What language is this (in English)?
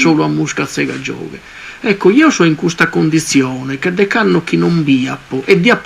Sardinian